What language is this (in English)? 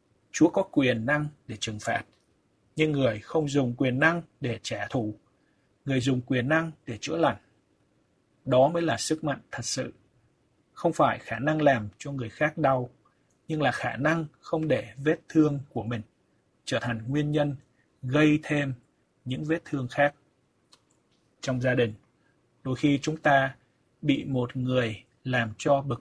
Vietnamese